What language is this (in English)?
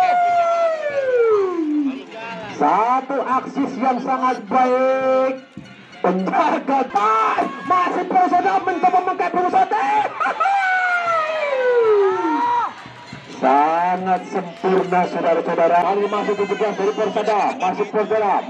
Indonesian